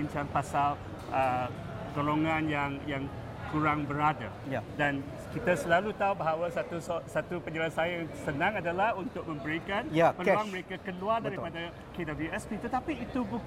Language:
Malay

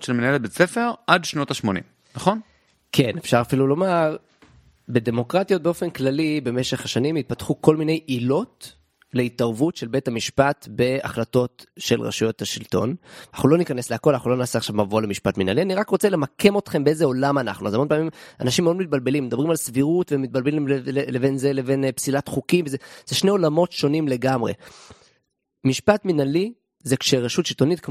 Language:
Hebrew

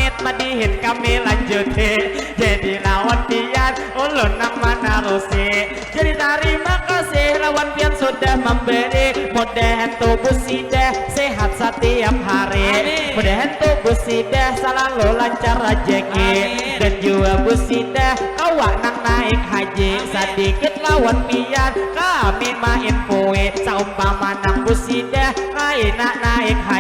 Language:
Banjar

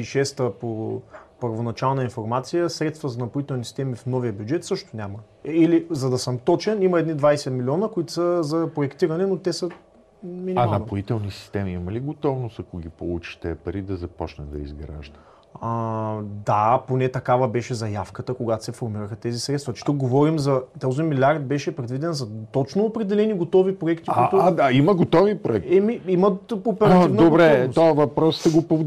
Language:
Bulgarian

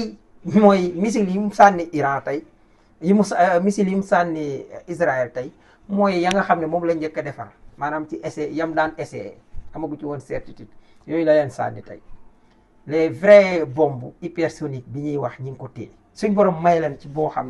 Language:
Wolof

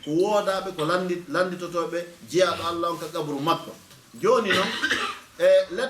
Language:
Fula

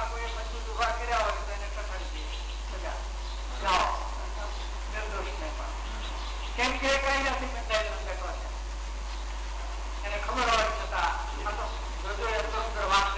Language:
Gujarati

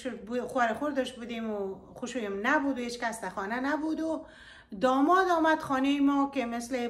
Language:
Persian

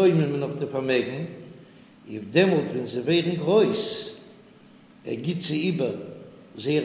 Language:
Yiddish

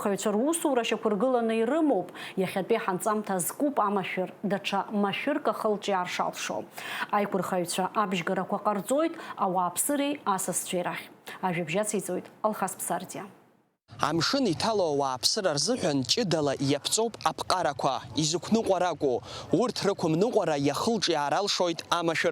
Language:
Abkhazian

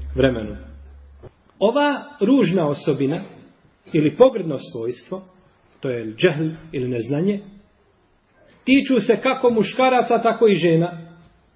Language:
Bosnian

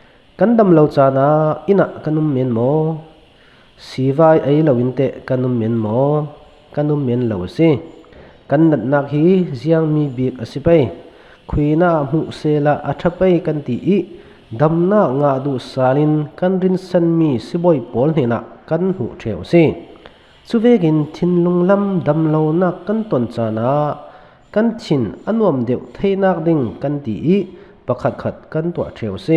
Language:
Falam Chin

